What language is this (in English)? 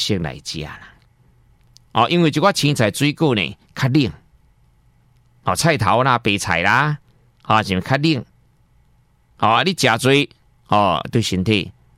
Min Nan Chinese